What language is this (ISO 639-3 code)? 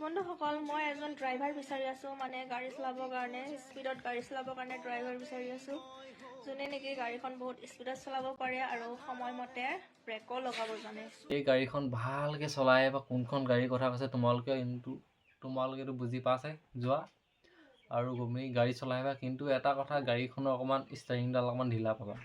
asm